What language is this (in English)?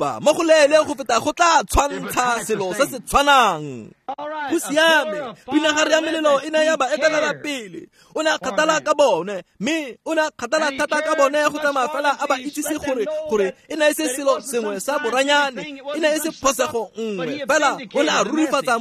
Tswana